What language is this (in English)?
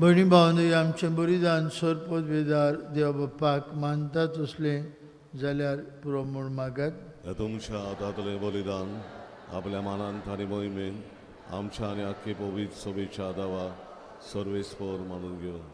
Konkani